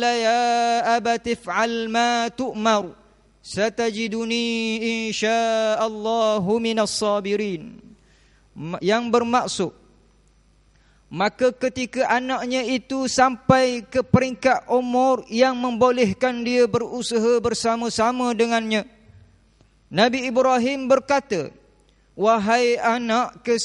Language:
Malay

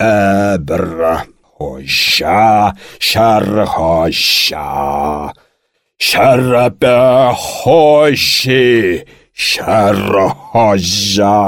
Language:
Chuvash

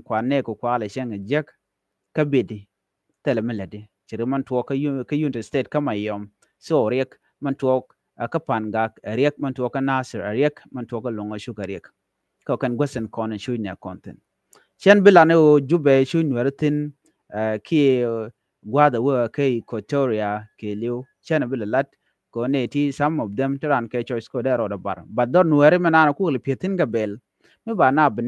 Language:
Nuer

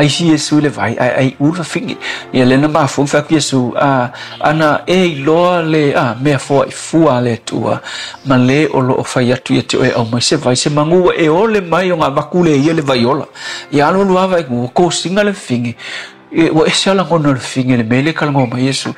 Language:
Samoan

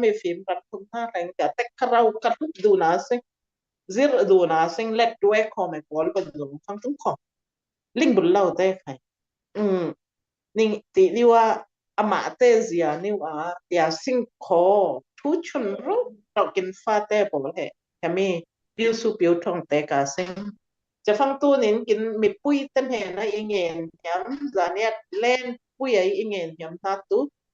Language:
Falam Chin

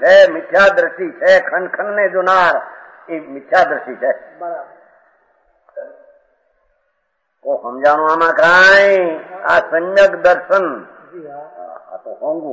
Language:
Gujarati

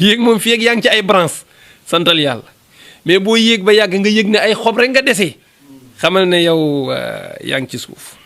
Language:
Wolof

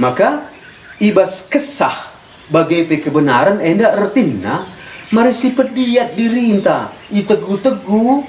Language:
Batak Karo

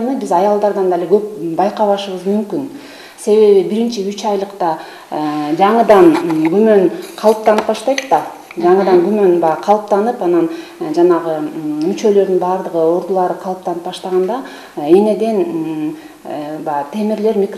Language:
Kyrgyz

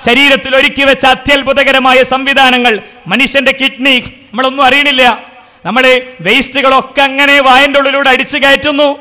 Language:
Malayalam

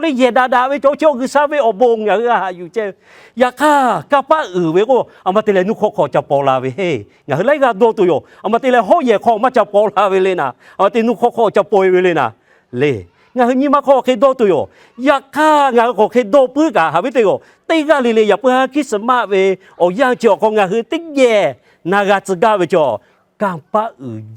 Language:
Lahu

